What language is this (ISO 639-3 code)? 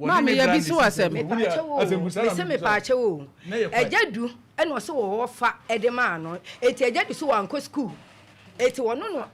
aka